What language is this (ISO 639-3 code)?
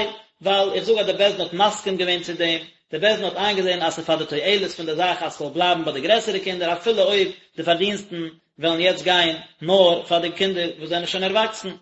yid